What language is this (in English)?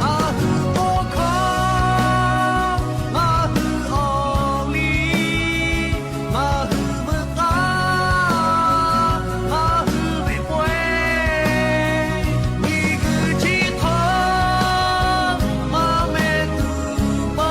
Lahu